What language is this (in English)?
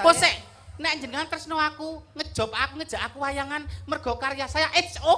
Javanese